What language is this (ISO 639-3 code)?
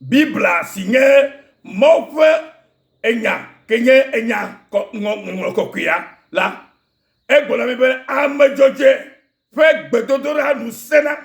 ewe